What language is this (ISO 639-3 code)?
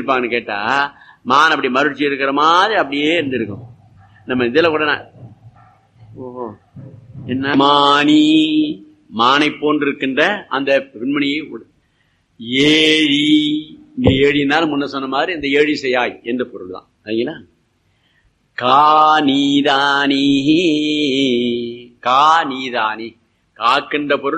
tam